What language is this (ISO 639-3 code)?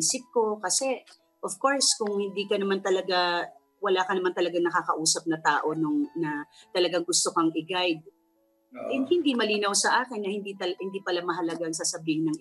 fil